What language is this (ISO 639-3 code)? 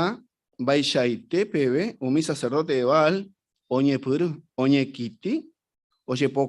grn